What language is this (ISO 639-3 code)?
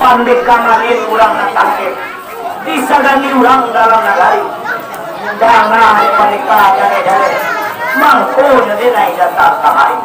min